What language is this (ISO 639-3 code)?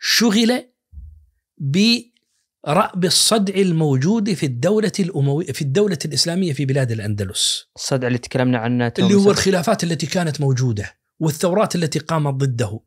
ars